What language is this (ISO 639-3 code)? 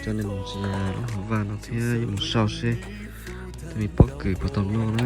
hmn